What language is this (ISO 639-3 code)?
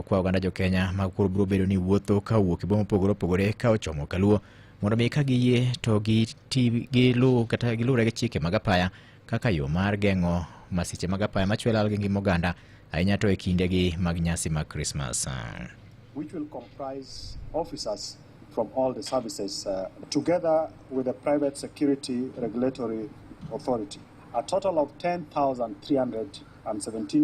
luo